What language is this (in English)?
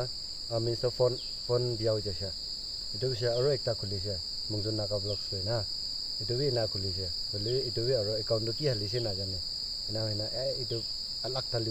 Naga Pidgin